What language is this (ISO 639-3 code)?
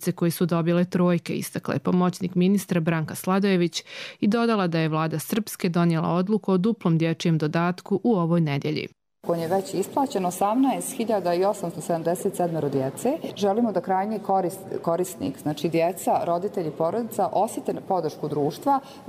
hrv